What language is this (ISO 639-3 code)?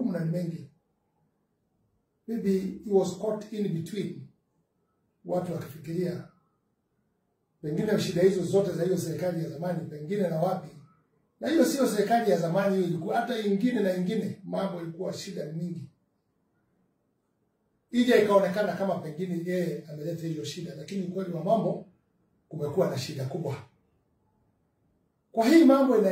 swa